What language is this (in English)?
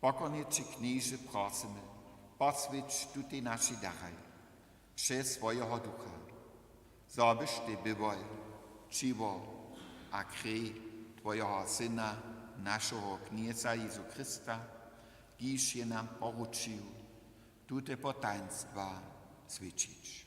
Upper Sorbian